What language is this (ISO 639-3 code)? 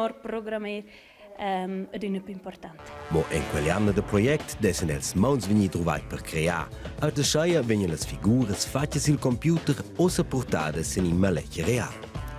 roh